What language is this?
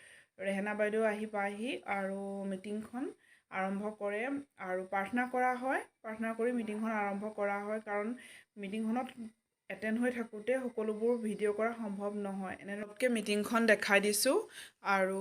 Assamese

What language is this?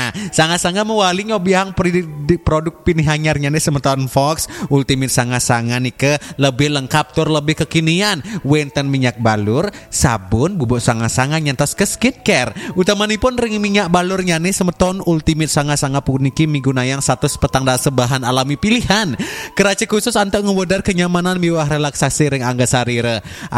Balinese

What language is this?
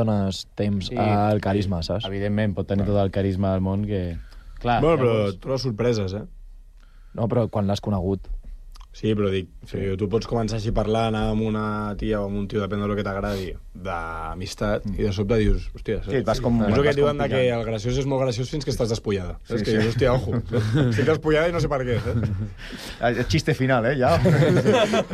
Catalan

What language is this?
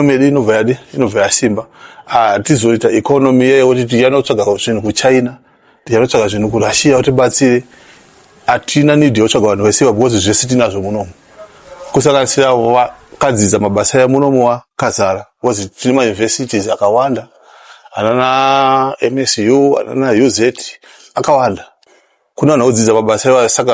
Shona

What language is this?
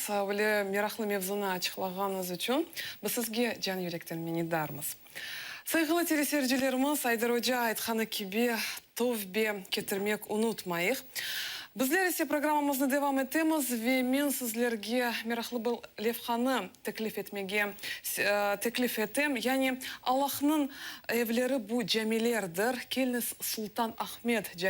Crimean Tatar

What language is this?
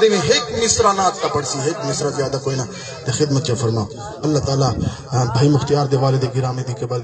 Saraiki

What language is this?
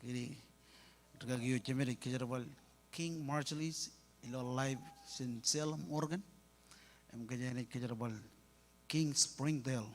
Marshallese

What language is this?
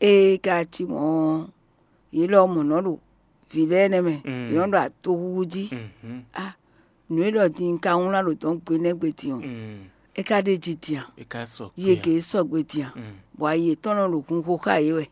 Fon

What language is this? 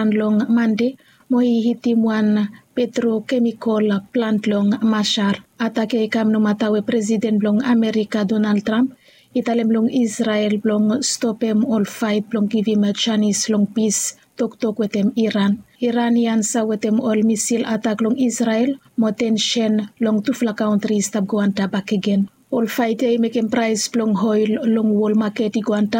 Bislama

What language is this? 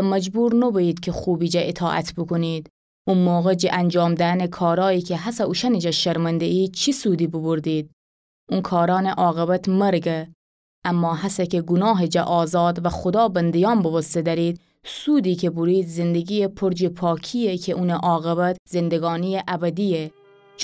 Gilaki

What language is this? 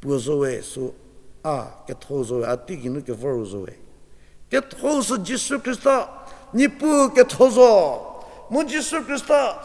Angami Naga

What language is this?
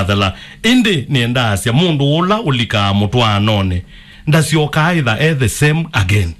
Kamba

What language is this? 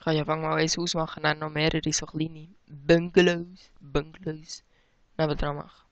Swiss German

